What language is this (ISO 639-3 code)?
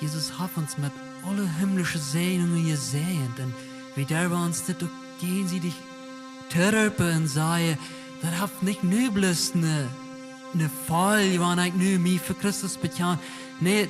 pdt